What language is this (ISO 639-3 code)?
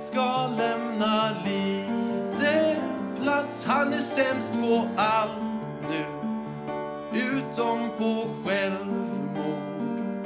swe